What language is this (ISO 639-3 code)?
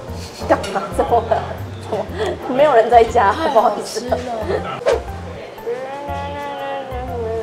zho